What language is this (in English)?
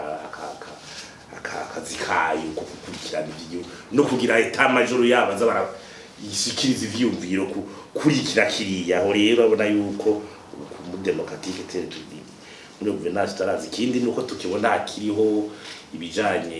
Rundi